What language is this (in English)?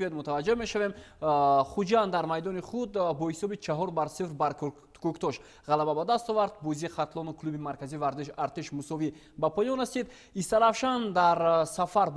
Tajik